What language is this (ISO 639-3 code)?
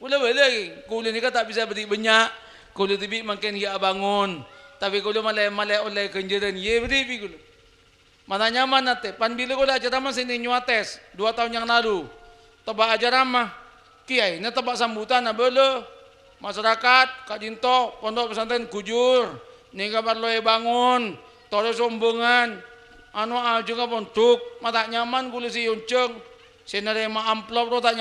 mad